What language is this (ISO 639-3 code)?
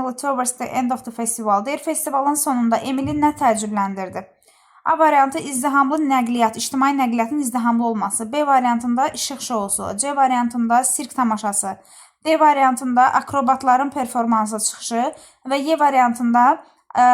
aze